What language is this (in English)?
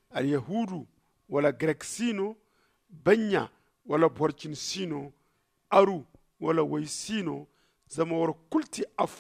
Zarma